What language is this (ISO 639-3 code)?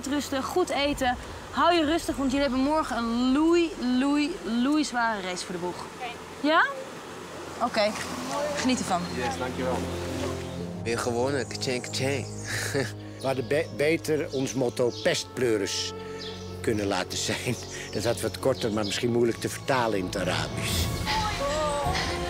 nld